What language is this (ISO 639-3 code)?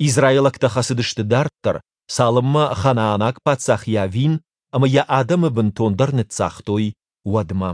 oss